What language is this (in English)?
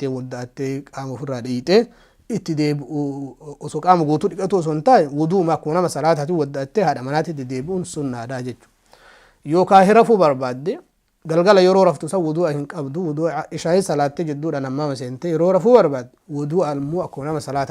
Oromo